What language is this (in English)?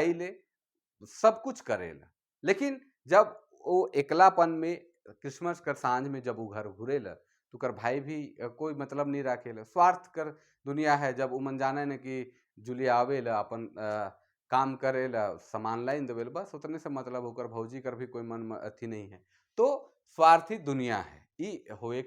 Sadri